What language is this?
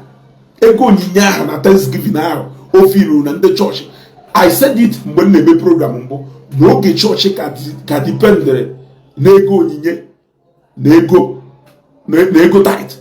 Igbo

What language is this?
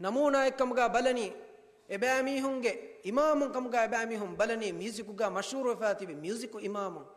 Divehi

